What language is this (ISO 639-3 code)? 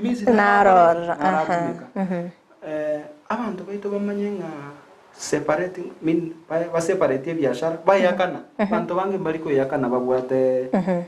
guz